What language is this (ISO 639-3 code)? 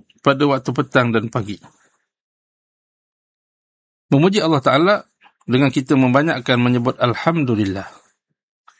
msa